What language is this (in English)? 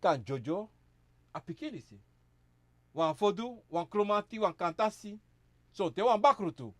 Sranan Tongo